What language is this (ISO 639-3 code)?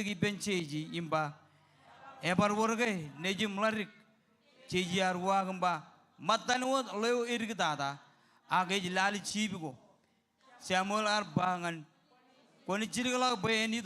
mah